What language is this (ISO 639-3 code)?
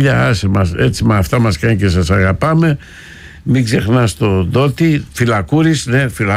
ell